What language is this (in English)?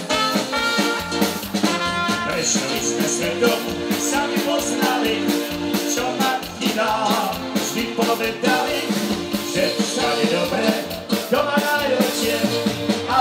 Slovak